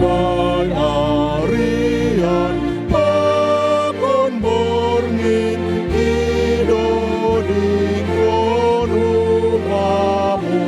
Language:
Batak Simalungun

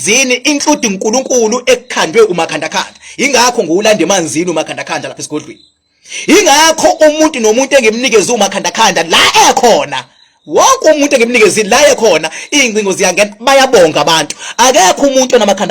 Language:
Zulu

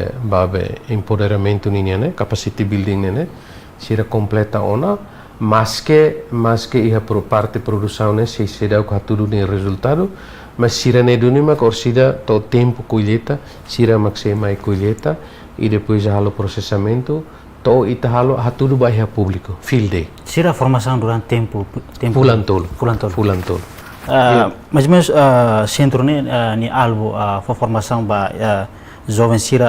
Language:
Tetum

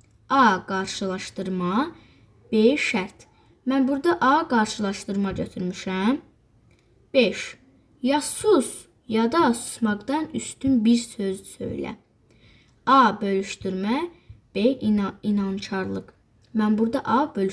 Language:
Azerbaijani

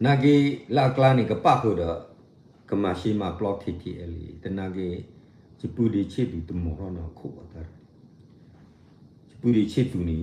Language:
S'gaw Karen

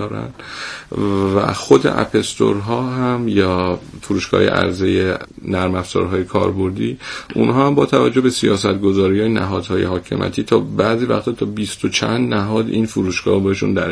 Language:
Persian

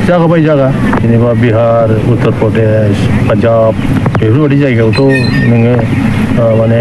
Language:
Bodo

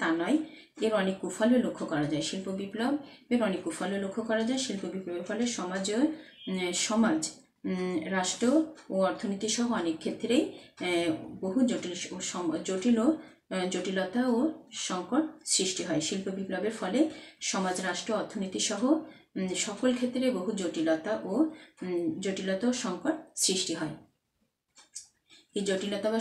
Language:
Bangla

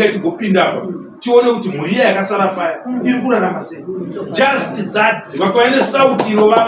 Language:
Shona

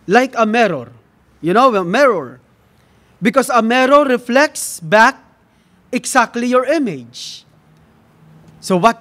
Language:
English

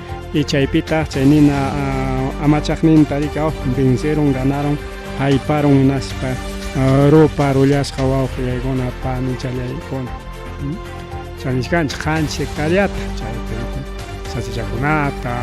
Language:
Ayacucho Quechua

